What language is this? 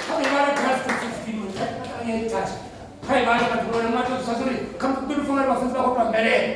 Venda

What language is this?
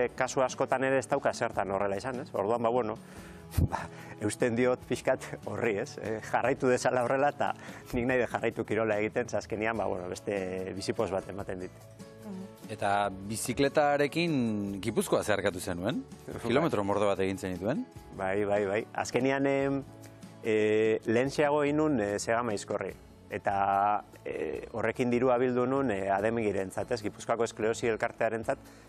Basque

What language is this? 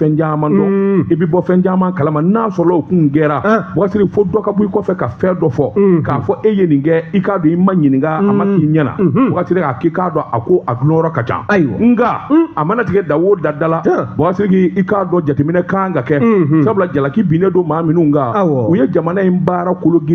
Bambara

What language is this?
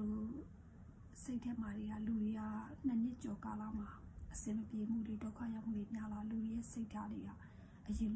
Burmese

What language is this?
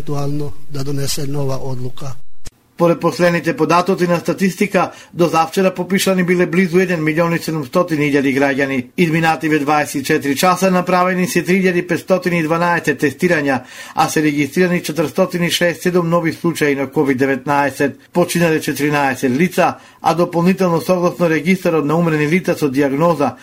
Macedonian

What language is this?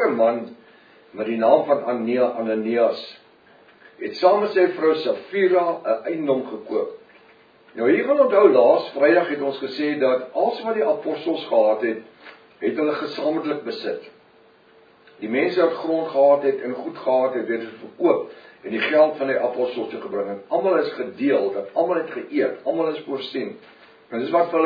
Afrikaans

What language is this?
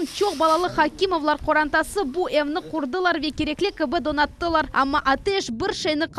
Crimean Tatar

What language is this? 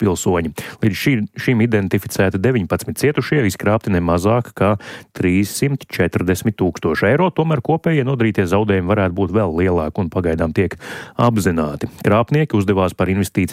Latvian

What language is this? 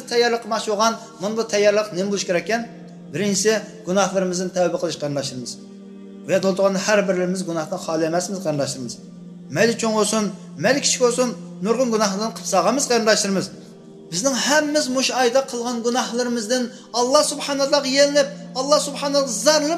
Uyghur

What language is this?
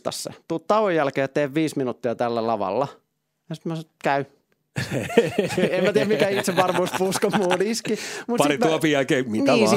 Finnish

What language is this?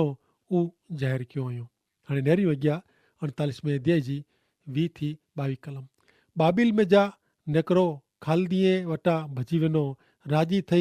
Kachhi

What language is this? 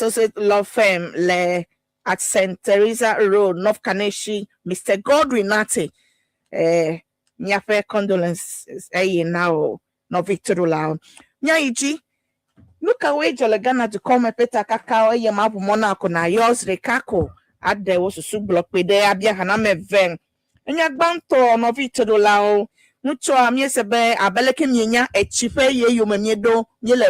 Ewe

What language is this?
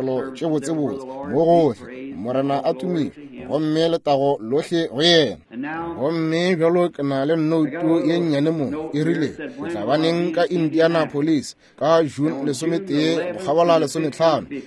Northern Sotho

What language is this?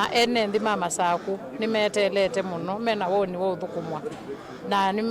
Kamba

